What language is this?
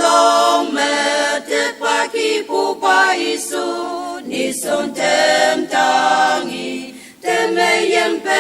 Ao Naga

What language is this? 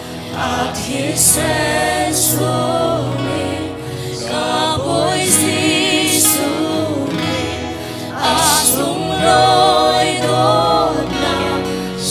Hakha Chin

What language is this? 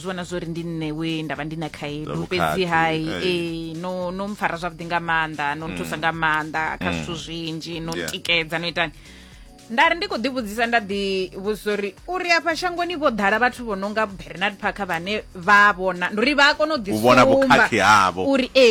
Venda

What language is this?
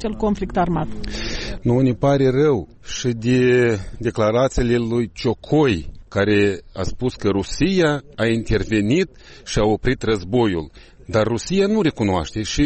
Romanian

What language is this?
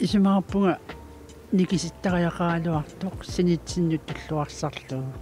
Kalaallisut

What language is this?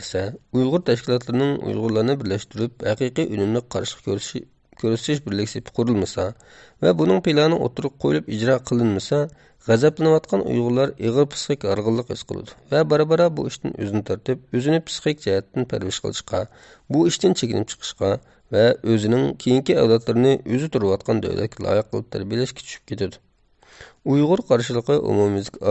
Uyghur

